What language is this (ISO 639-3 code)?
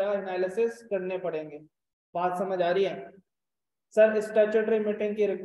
hin